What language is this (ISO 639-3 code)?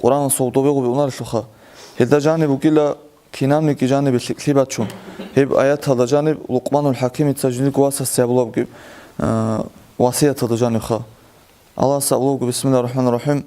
ava